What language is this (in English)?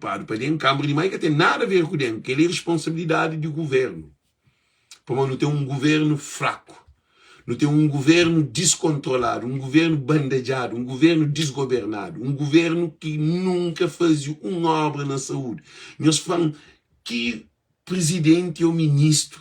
Kabuverdianu